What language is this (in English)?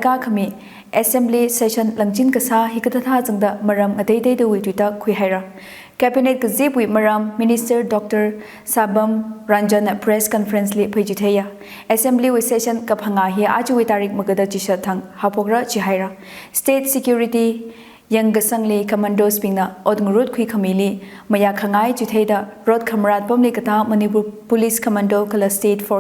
Tangkhul Naga (India)